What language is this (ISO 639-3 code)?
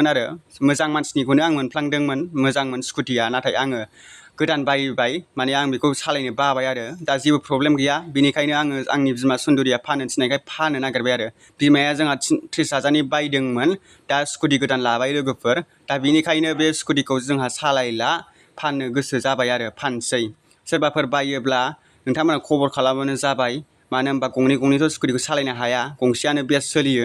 brx